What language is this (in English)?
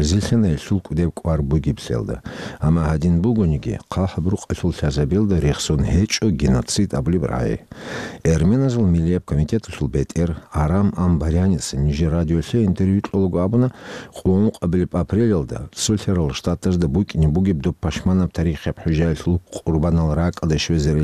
Avaric